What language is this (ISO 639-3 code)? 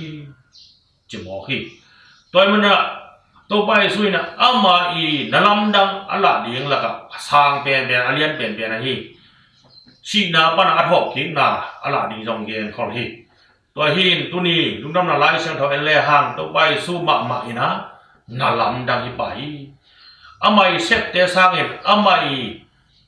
ctd